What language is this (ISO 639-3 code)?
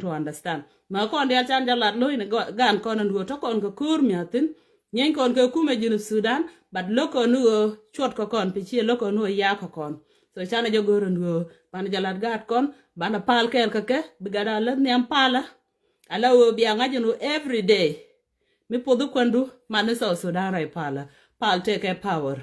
nus